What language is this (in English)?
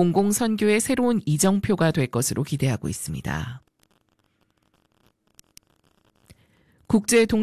Korean